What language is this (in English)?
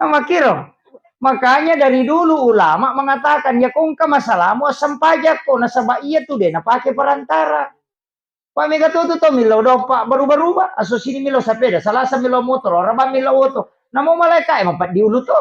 Buginese